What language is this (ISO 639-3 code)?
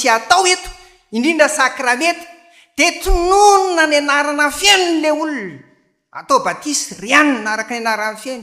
mlg